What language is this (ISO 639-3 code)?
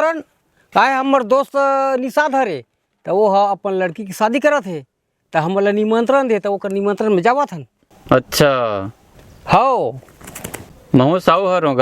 hne